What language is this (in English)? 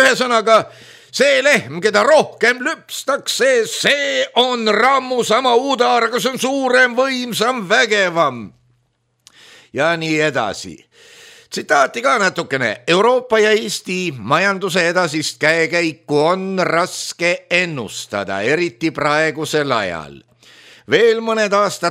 Estonian